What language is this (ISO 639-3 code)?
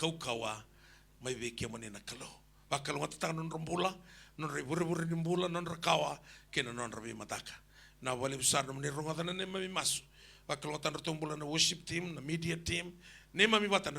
fij